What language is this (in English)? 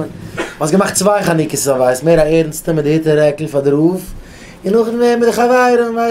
Yiddish